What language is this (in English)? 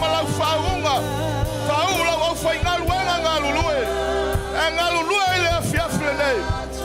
Samoan